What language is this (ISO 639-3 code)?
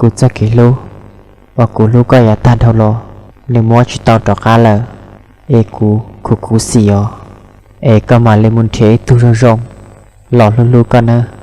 hmn